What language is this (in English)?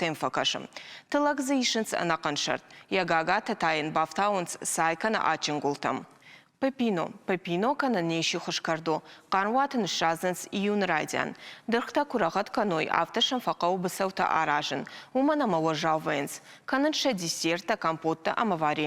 Ossetic